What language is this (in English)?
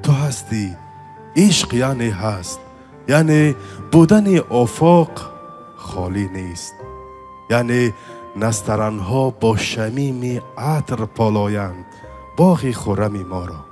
Tajik